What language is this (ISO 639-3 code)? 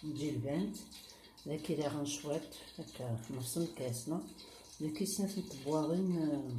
kab